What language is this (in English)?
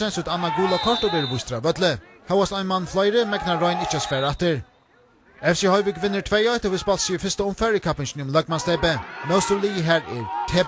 Faroese